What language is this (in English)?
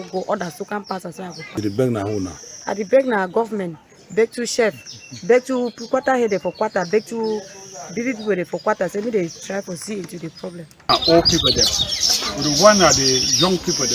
Cameroon Pidgin